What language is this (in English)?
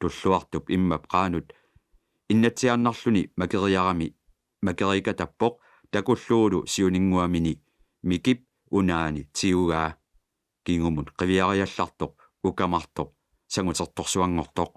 Kalaallisut